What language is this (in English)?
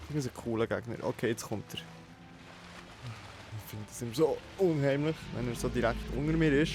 Swiss German